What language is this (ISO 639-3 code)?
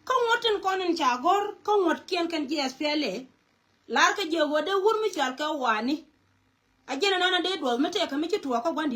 nus